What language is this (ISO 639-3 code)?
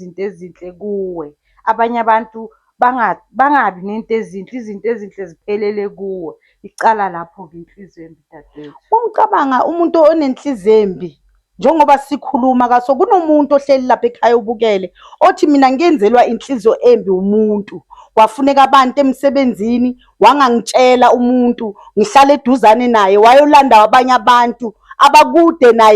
zul